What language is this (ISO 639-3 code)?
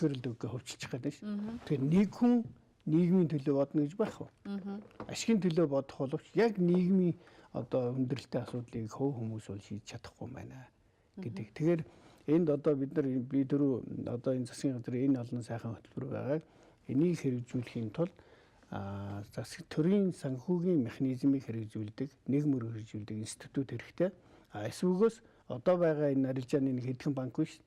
mon